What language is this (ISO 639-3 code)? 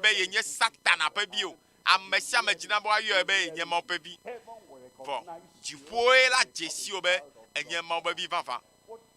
ewe